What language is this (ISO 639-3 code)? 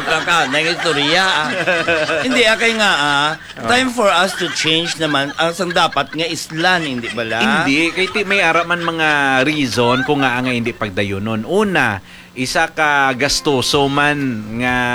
hil